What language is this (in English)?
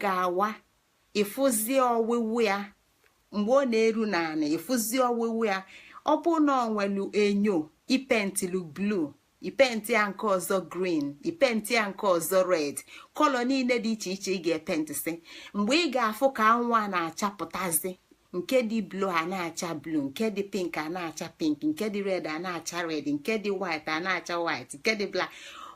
Igbo